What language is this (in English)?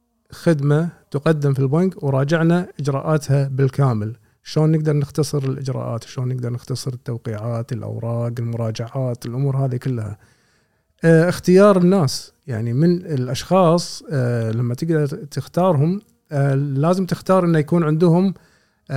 Gulf Arabic